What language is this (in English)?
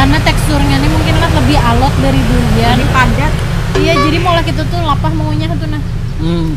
Banjar